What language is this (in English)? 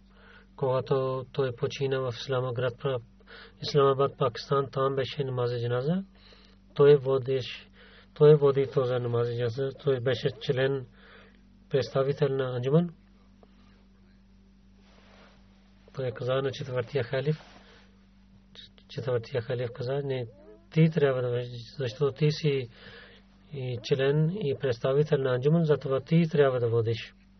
Bulgarian